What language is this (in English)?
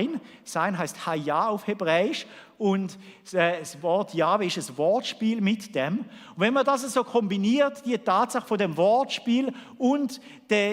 Swiss German